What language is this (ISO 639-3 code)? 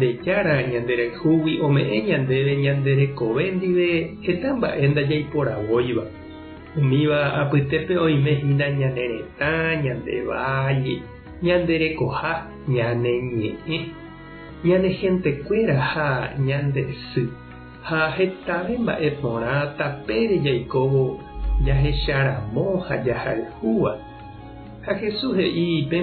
grn